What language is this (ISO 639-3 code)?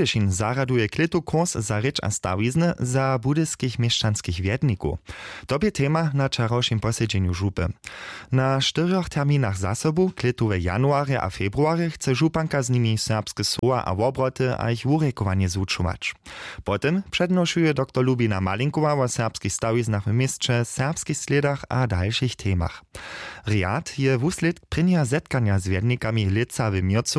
hsb